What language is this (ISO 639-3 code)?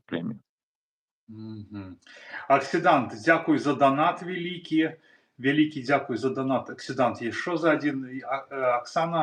bel